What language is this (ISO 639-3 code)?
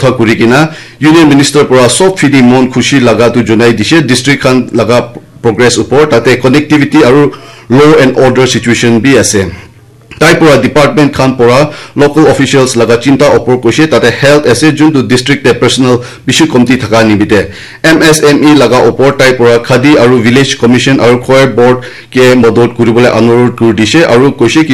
nag